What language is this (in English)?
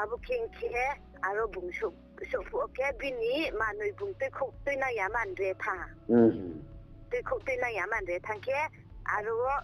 Riang (India)